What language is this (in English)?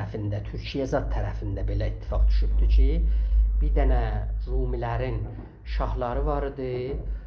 South Azerbaijani